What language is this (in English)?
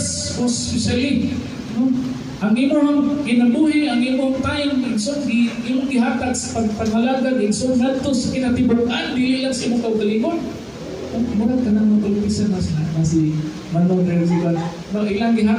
Cebuano